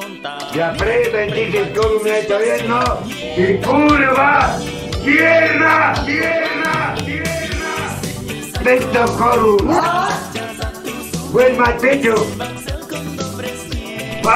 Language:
Slovak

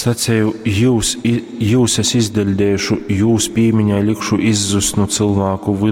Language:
Latgalian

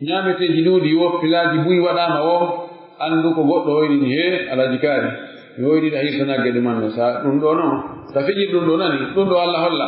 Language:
Pular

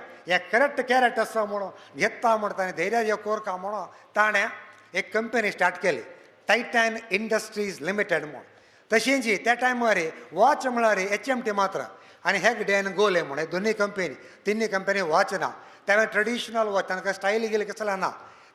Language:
Konkani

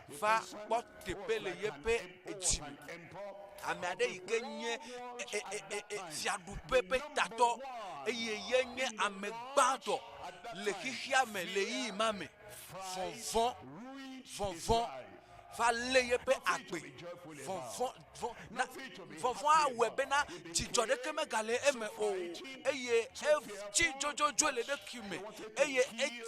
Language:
Ewe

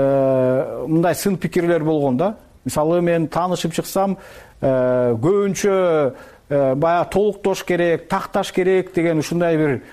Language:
Kyrgyz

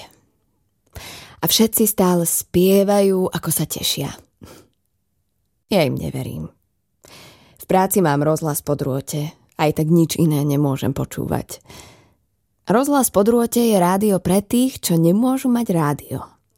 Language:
Slovak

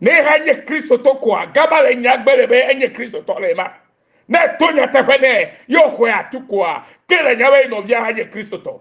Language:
Ewe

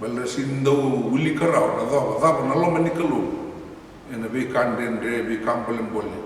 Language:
Fijian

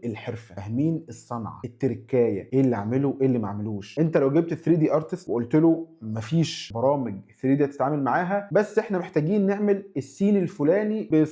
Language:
Egyptian Arabic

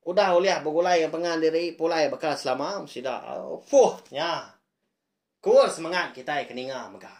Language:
Iban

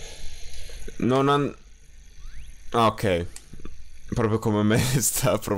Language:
Italian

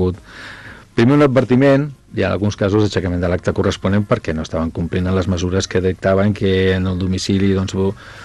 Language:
Catalan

